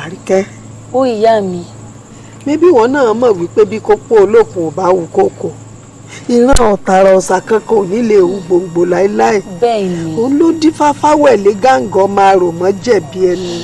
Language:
Yoruba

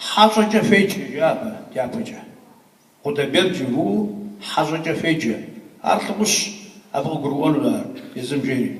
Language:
Kabardian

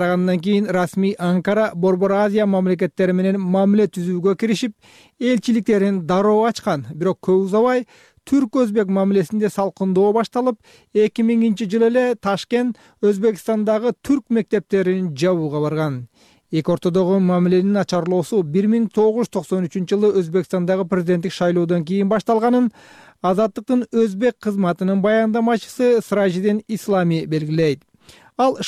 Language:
Kyrgyz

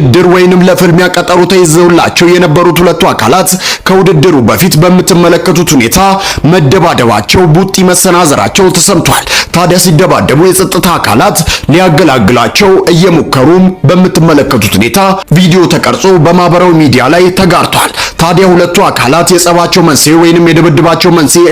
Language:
Amharic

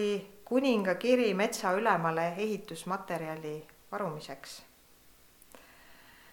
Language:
Estonian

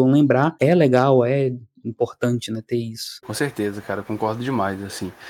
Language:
Portuguese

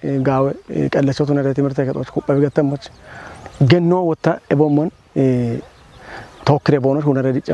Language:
Kafa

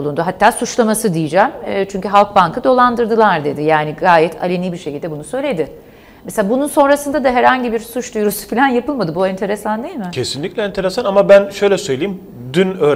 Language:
Turkish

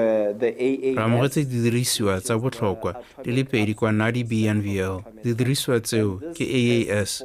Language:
Tswana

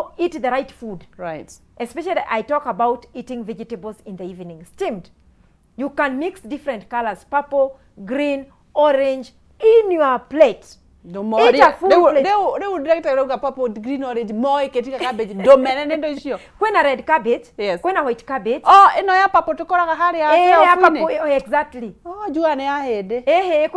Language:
Kikuyu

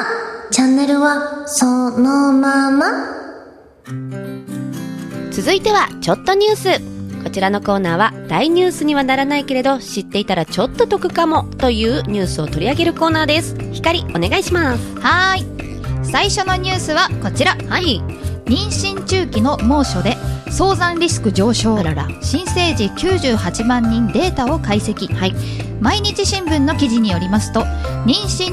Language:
Japanese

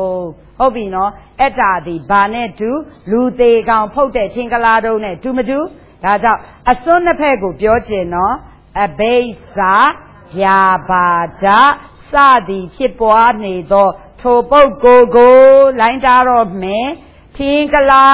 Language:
Burmese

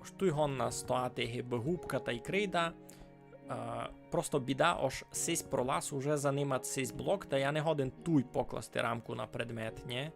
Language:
Rusyn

